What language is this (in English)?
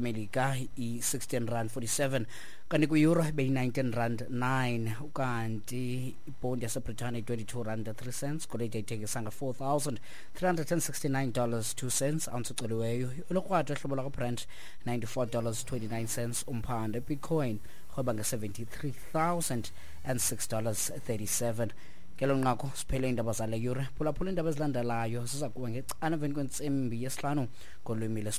Xhosa